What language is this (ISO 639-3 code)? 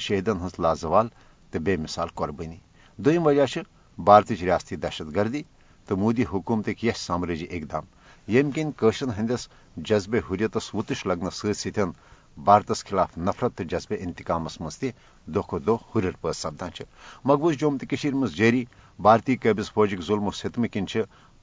kas